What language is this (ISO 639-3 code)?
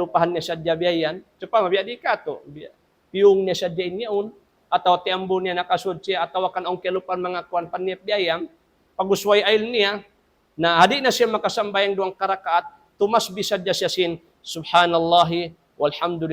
tsg